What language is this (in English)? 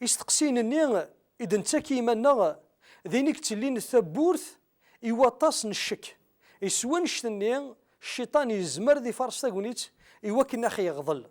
Kabyle